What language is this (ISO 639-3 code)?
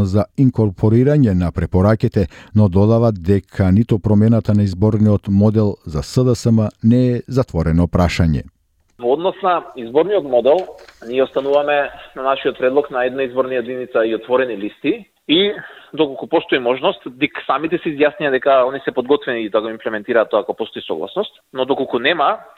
mkd